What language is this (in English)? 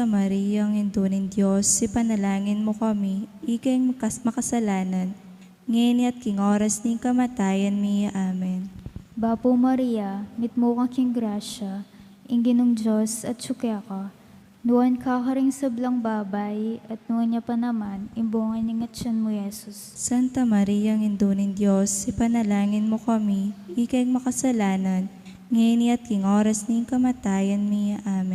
Pampanga